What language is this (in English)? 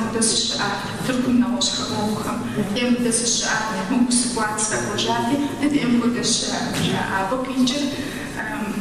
Kabardian